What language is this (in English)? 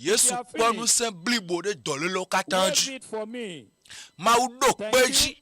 Ewe